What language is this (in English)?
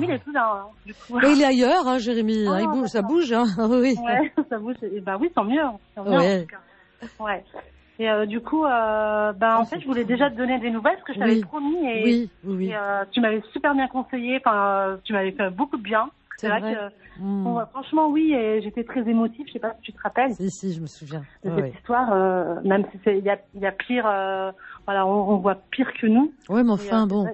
French